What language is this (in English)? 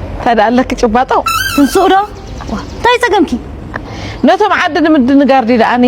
Tigrinya